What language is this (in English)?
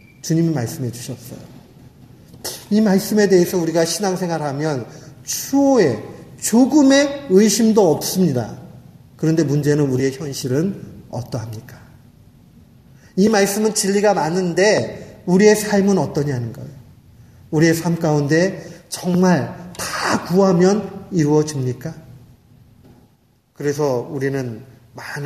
Korean